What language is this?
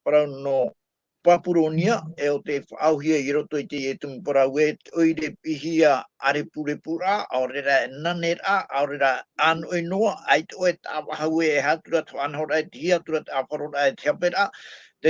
Tahitian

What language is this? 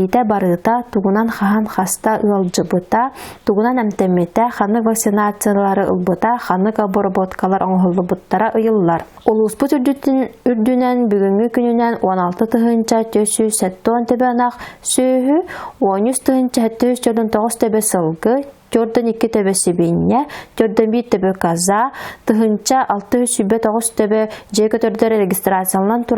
Yakut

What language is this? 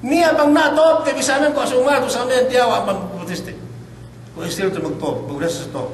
Yakan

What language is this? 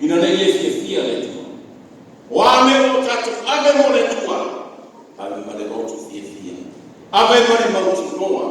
Samoan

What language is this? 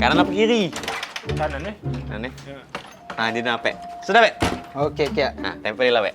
Musi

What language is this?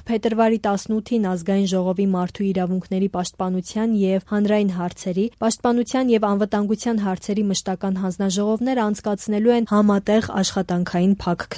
Armenian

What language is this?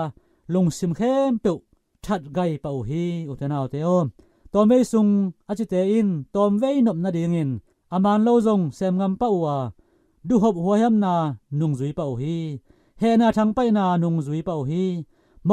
Tedim Chin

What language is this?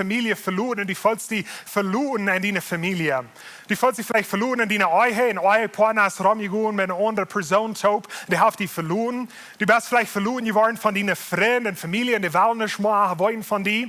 Plautdietsch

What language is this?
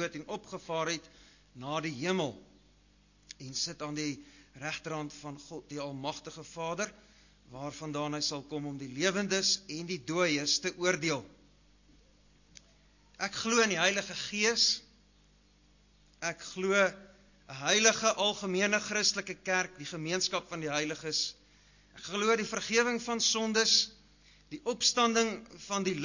Afrikaans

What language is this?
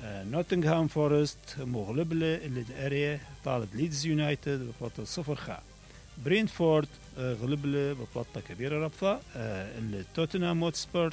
Mesopotamian Arabic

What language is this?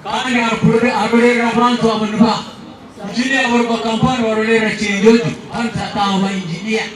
Nyankole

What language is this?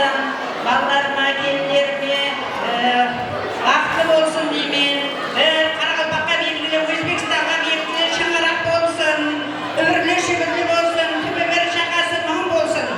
Kara-Kalpak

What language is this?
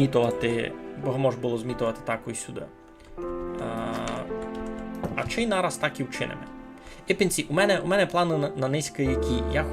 Rusyn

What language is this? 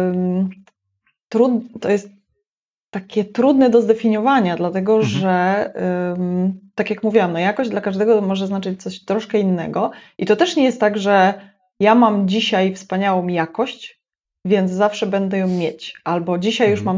Polish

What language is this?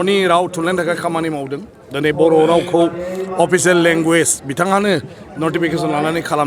Bodo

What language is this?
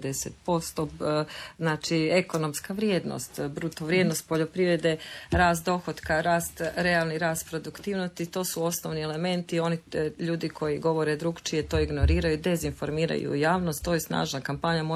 Croatian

